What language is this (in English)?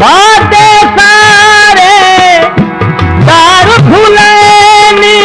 Saraiki